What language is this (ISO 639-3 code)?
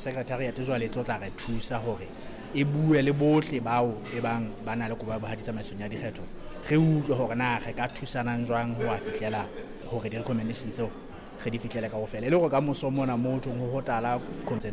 sot